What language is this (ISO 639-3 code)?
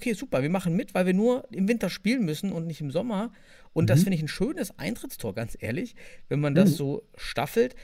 deu